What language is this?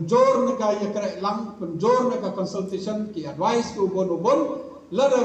Khasi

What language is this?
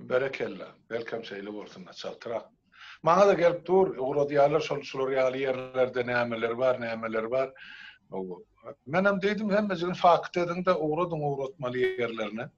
Turkmen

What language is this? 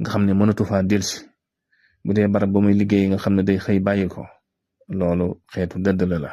Wolof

